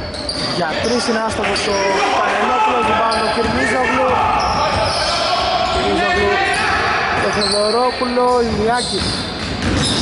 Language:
Greek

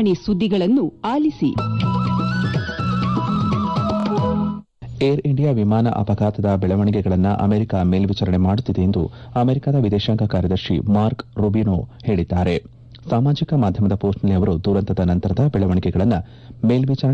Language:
Kannada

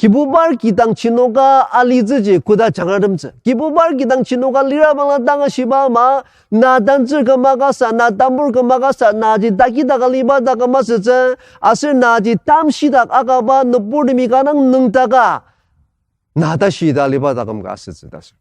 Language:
Ao Naga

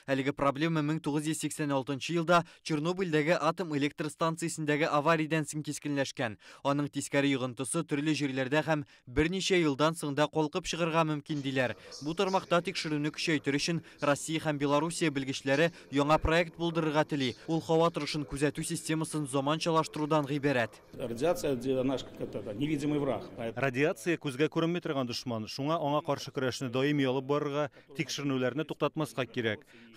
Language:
Tatar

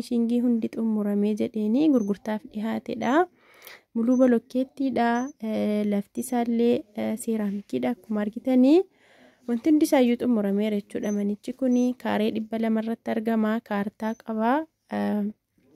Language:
Oromo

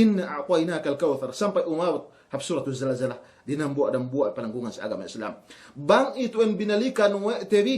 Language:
Yakan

